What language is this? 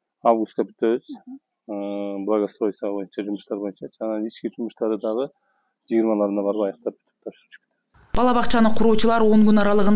Kyrgyz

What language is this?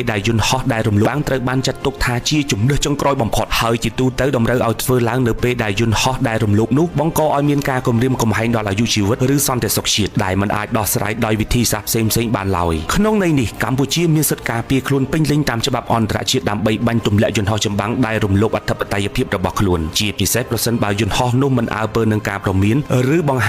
Khmer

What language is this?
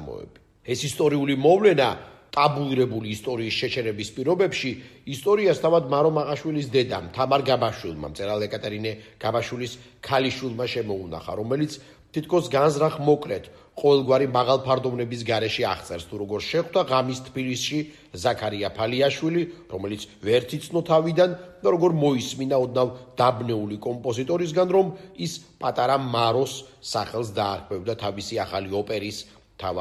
Georgian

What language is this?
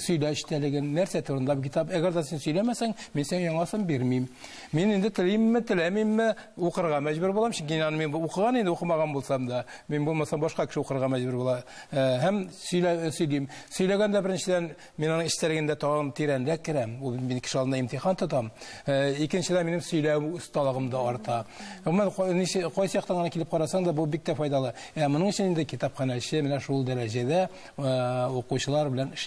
Tatar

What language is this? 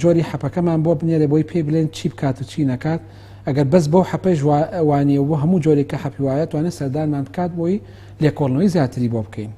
Central Kurdish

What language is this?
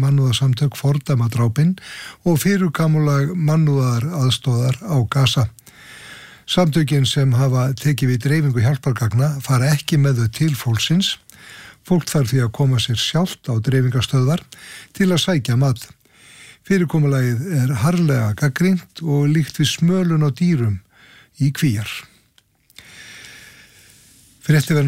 Icelandic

